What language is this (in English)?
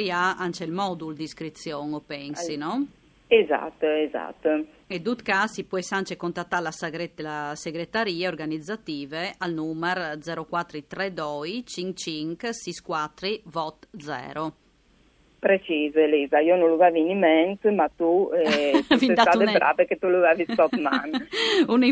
Friulian